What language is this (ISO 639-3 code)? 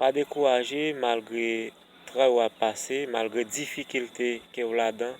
hat